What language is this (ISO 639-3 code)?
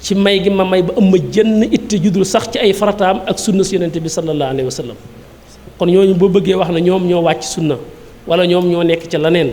wol